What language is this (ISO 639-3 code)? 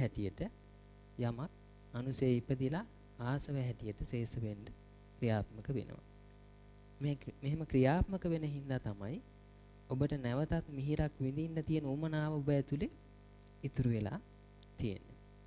sin